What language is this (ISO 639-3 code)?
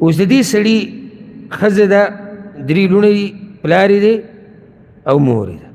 pus